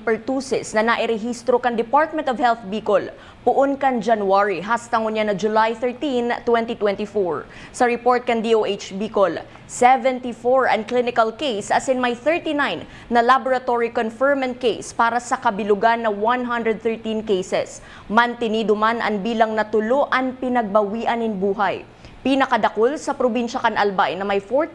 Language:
Bikol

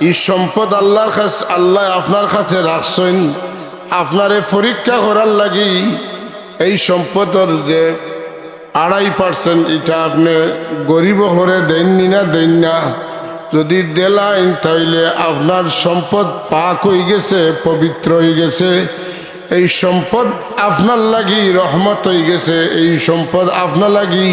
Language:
Sylheti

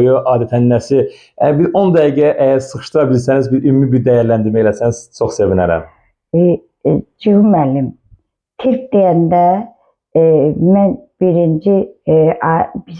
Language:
Azerbaijani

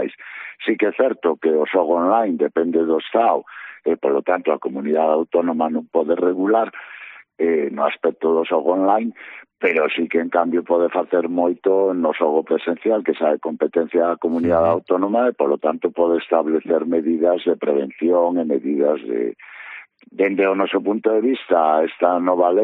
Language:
Galician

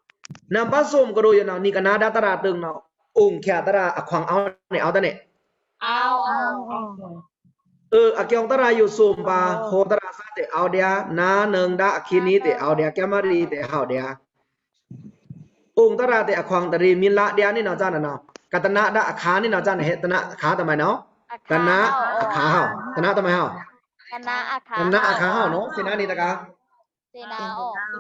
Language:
Pa'o Karen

